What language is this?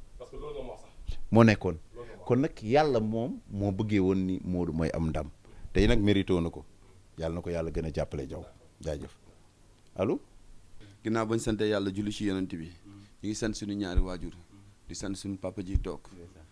Wolof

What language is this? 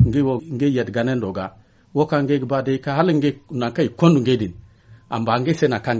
Zarma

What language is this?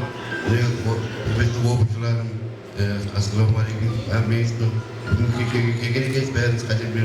Kara-Kalpak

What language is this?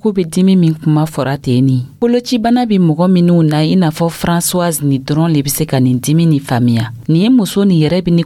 Dyula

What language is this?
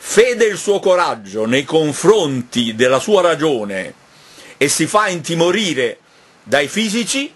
Italian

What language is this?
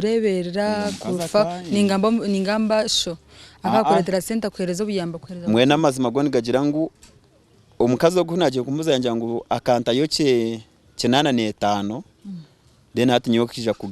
Nyankole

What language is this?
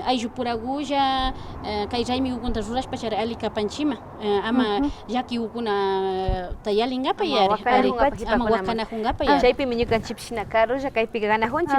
Imbabura Highland Quichua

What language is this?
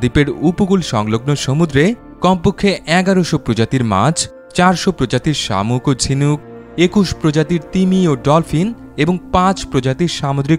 Bangla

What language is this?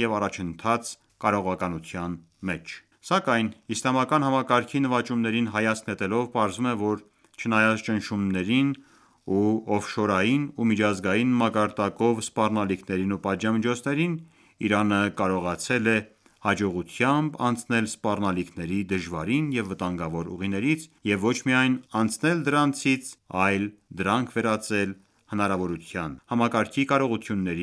Armenian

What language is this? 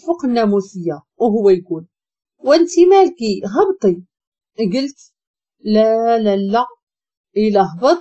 Moroccan Arabic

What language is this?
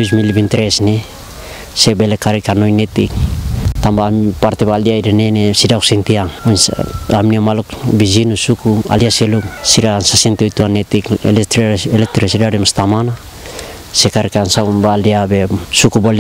Tetum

